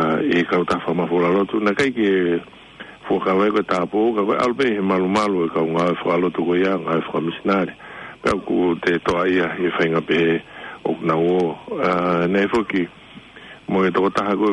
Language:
Tongan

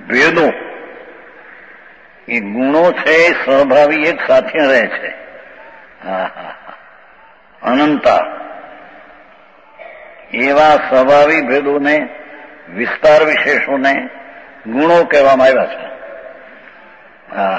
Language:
Gujarati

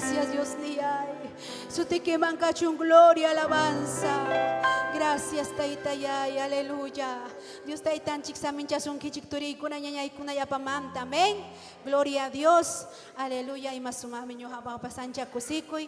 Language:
Ayacucho Quechua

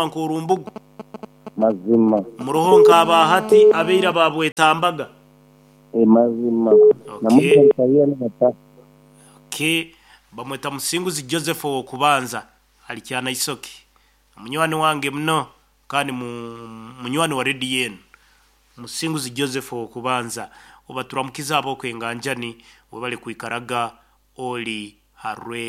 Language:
Nyankole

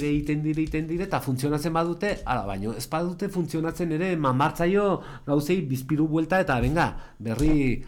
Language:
Basque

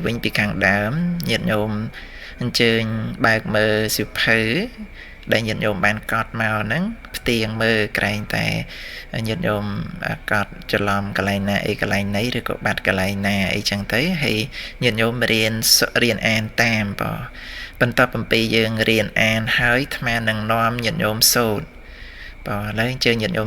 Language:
Khmer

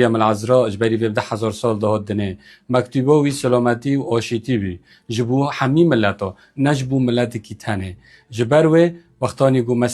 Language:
Kurdish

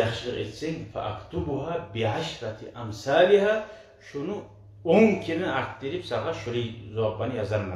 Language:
Kumyk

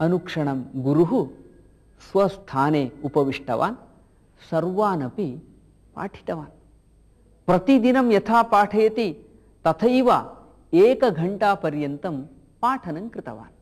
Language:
Sanskrit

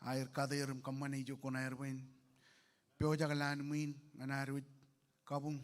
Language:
Marshallese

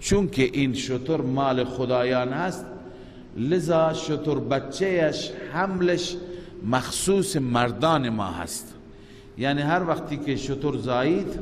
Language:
Persian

